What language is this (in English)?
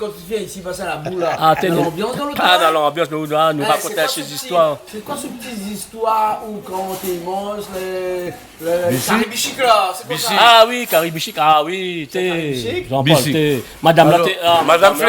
Réunion Creole French